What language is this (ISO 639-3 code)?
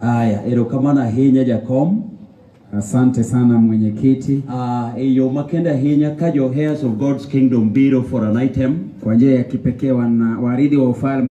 luo